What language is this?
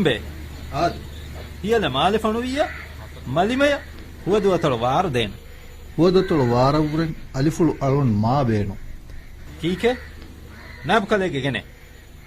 Divehi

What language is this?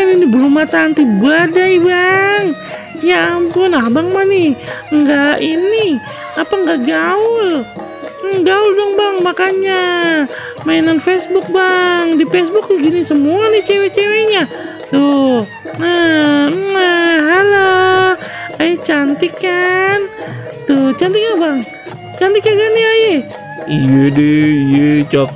Betawi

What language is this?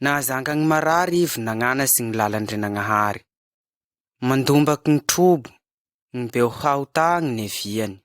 Malagasy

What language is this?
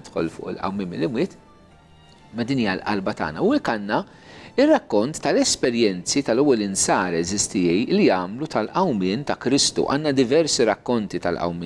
Maltese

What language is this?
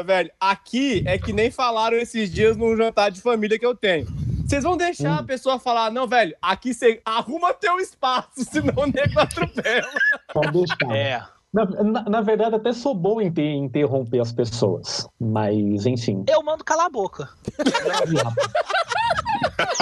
Portuguese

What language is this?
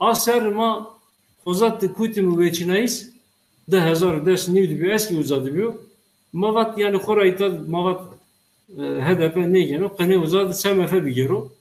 Zaza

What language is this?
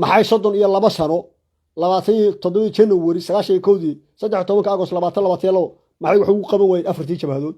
Somali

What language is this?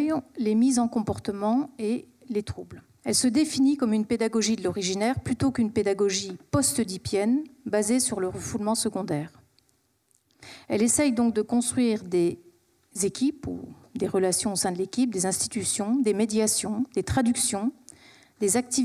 French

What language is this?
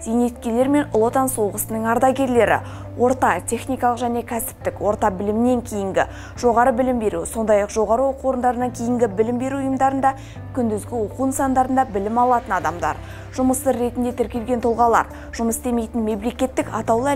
Kazakh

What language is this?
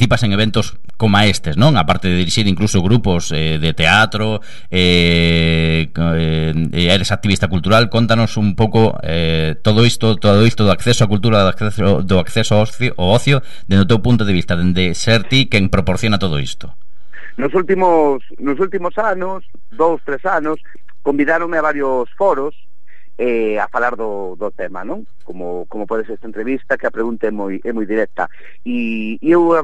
Galician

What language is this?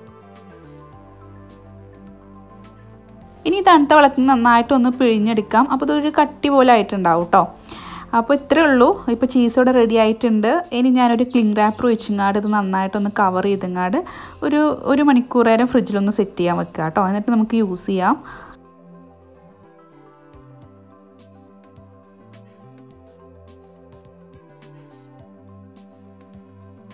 Malayalam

